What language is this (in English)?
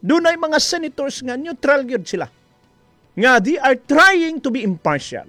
Cebuano